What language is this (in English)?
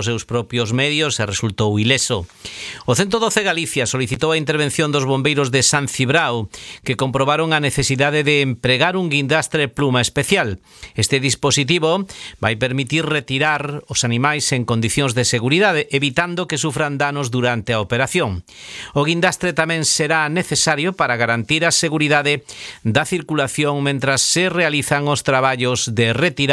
Galician